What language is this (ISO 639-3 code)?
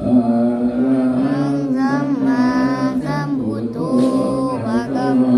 pli